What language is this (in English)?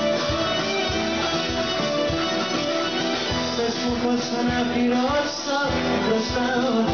Greek